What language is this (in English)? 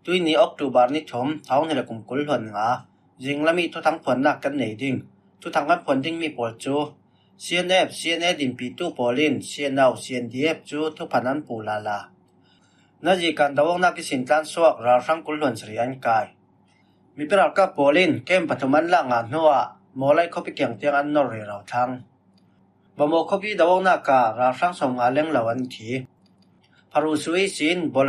Falam Chin